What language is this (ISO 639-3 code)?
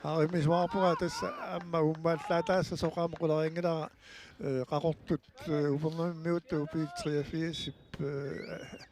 kal